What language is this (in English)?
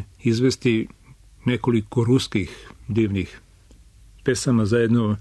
Serbian